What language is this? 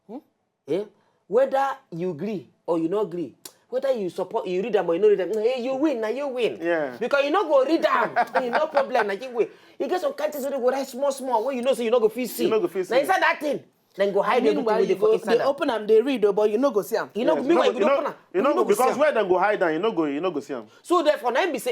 Nigerian Pidgin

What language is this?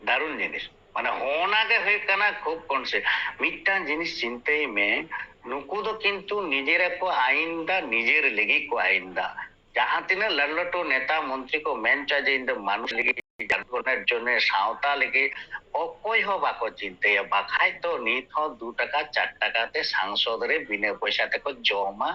Santali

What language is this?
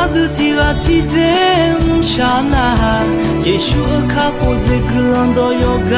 Akha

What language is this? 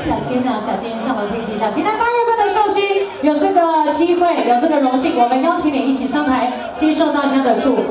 Chinese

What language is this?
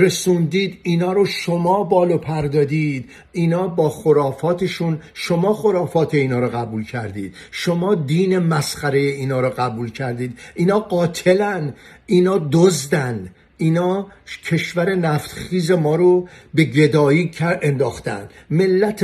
Persian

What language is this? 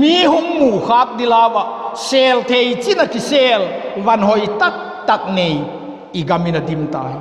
Vaiphei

